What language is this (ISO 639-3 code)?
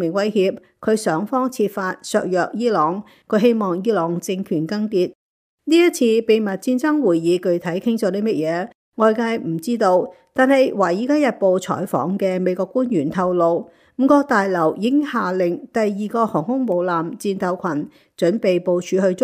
yue